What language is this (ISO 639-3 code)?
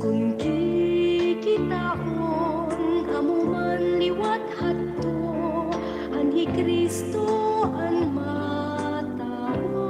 war